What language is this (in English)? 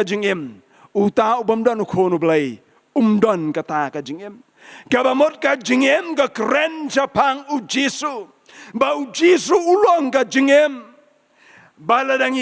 Khasi